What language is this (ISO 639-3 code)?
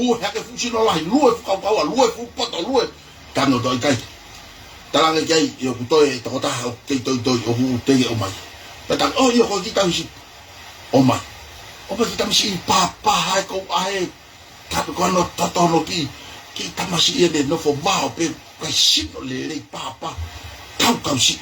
ton